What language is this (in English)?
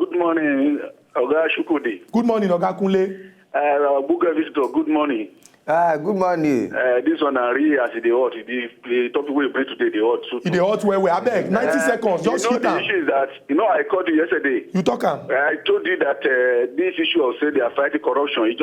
Nigerian Pidgin